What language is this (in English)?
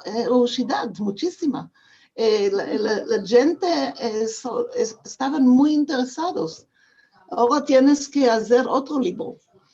Ladino